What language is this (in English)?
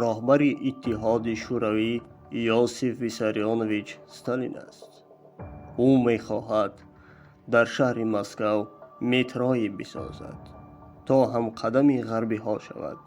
Tajik